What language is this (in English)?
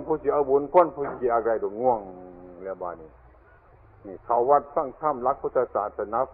Northeastern Thai